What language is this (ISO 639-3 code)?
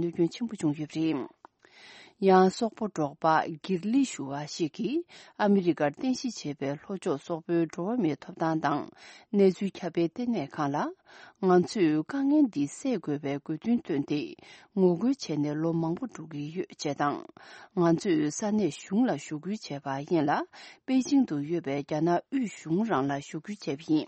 bod